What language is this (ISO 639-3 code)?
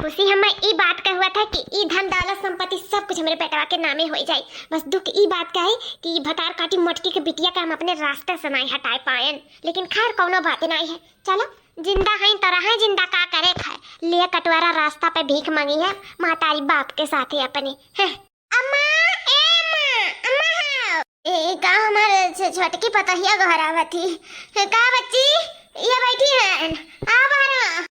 awa